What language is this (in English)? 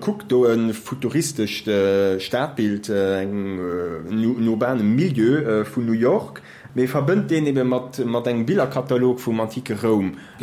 Luxembourgish